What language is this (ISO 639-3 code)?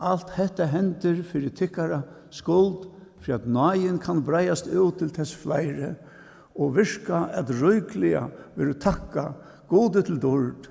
fao